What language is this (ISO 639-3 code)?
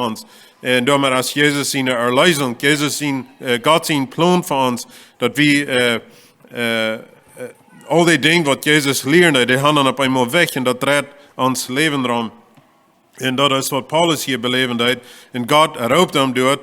pdt